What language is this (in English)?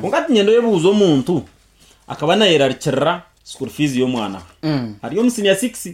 Nyankole